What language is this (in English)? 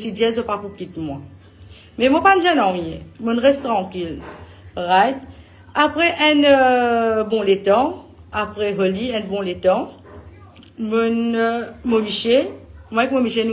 Morisyen